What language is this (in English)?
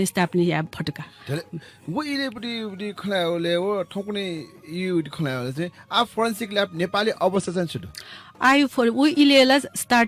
Newari